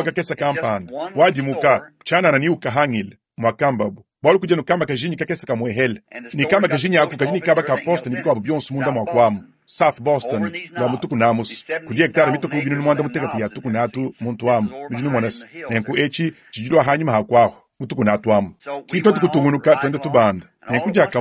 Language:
Luba-Lulua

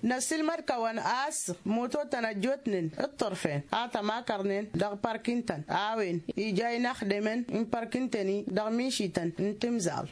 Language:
Tamasheq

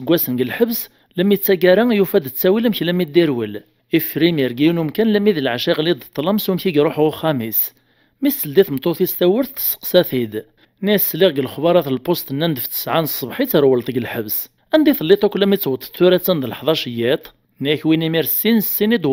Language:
Kabyle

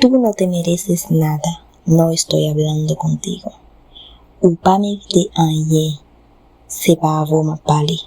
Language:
Haitian Creole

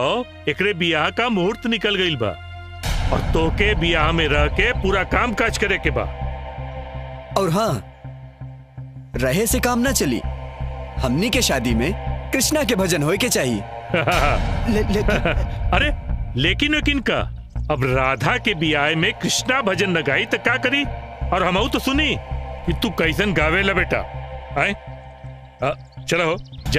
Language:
Bhojpuri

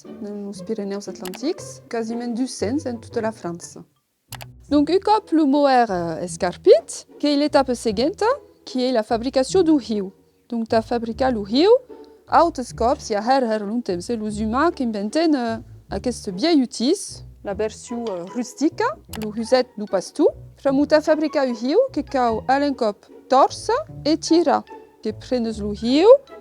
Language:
Occitan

